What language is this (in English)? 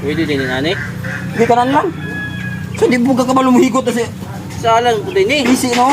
Cebuano